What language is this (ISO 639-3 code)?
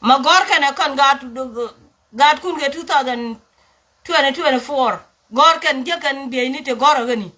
nus